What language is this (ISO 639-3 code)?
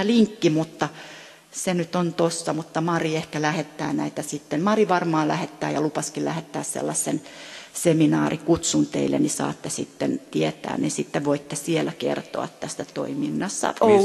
fin